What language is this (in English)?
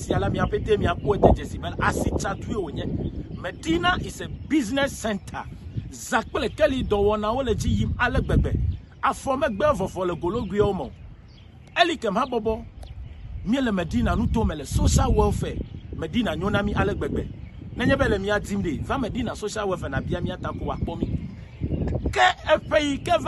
Ewe